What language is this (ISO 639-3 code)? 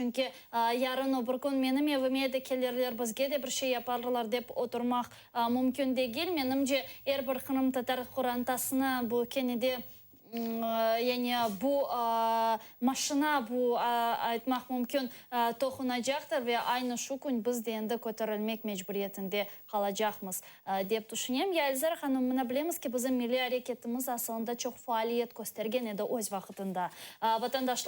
crh